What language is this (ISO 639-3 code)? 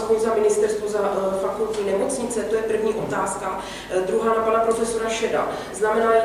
ces